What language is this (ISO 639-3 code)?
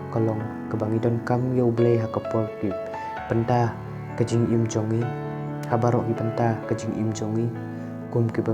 kha